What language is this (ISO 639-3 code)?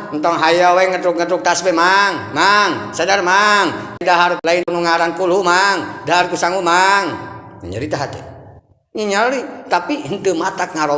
sun